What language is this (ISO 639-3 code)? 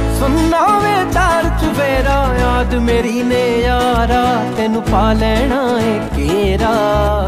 pan